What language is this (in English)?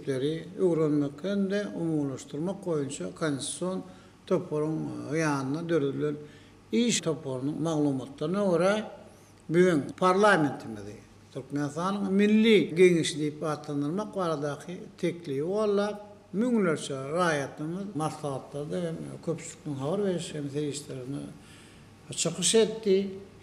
Turkmen